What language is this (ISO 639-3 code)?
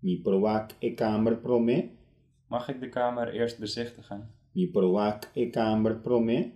pap